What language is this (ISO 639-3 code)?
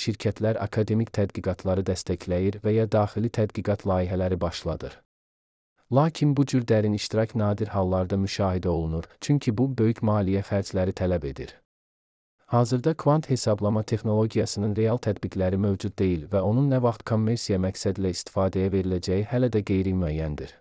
aze